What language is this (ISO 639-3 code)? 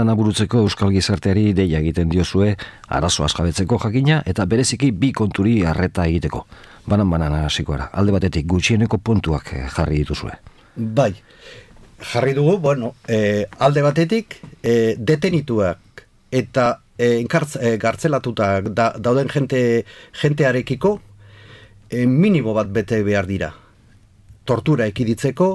eus